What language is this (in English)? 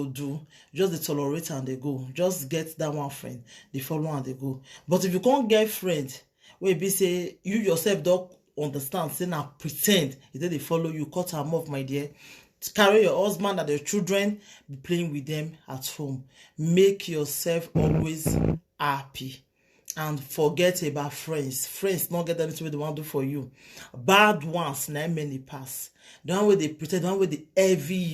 Nigerian Pidgin